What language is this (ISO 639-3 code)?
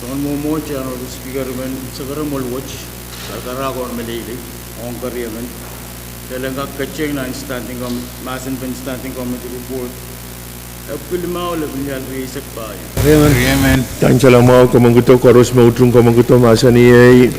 pon